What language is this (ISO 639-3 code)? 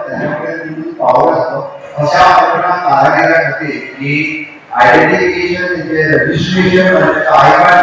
kok